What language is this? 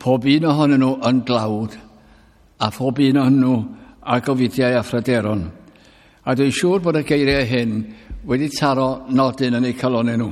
Welsh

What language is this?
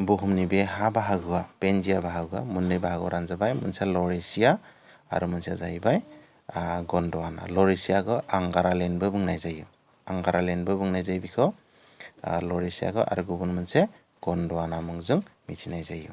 Bodo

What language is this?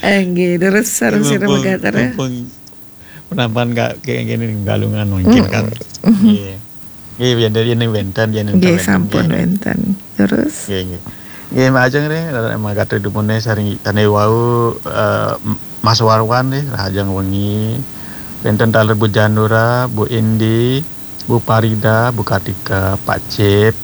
Balinese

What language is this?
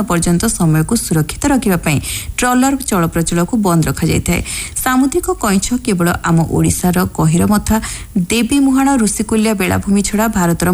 Odia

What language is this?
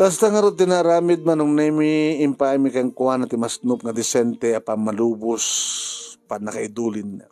Iloko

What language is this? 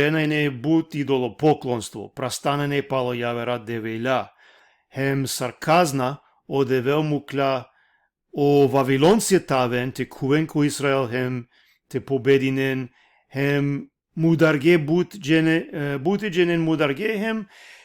Balkan Romani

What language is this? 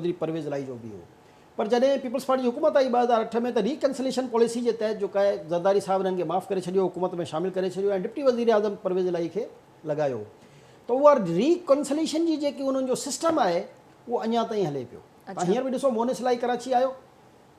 Sindhi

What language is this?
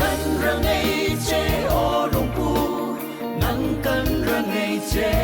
Hmar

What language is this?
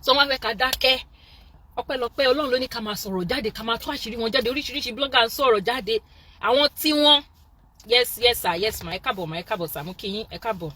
Yoruba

